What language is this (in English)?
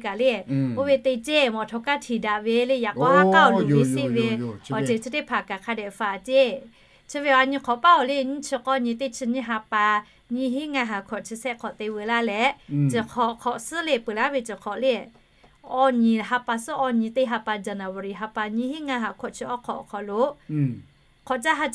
Lahu